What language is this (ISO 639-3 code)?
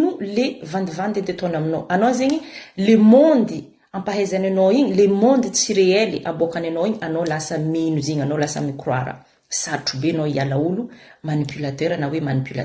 mlg